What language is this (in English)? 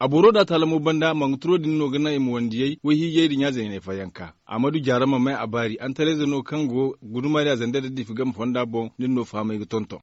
Zarma